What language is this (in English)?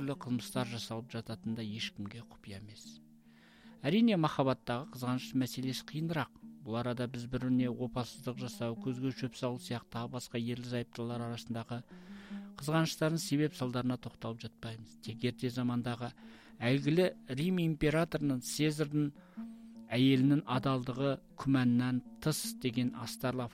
Kazakh